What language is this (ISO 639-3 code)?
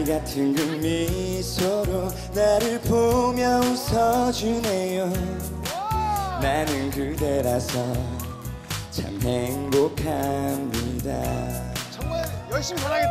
kor